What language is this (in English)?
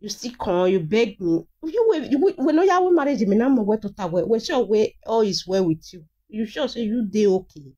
Nigerian Pidgin